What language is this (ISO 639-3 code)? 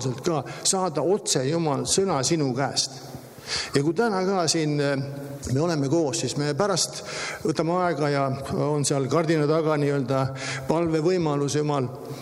est